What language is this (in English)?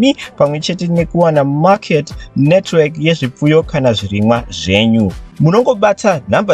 Shona